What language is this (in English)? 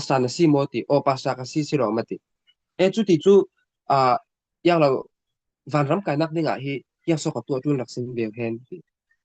Falam Chin